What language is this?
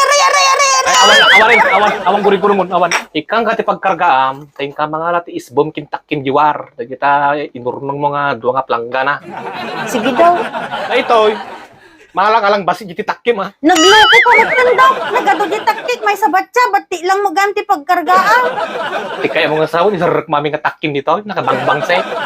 Iloko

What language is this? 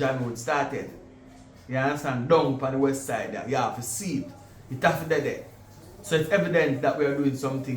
Jamaican Creole English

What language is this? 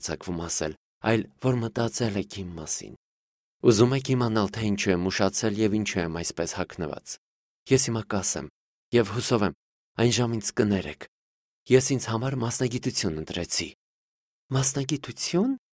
Armenian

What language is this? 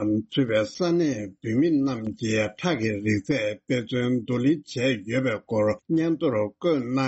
Tibetan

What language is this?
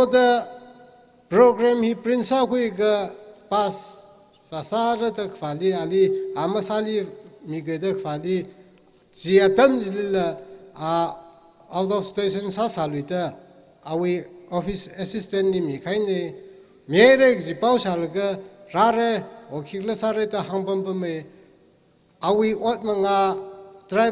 Tangkhul Naga (India)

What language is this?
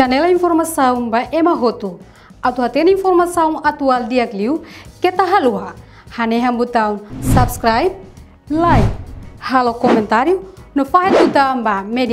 Tetum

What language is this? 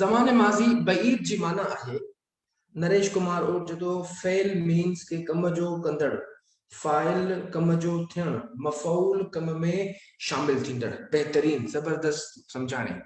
Sindhi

